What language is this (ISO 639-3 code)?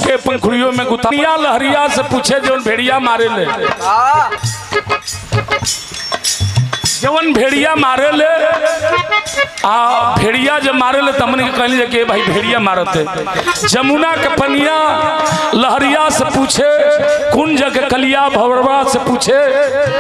bho